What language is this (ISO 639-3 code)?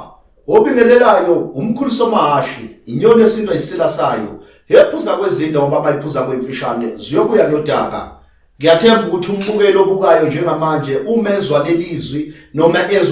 zul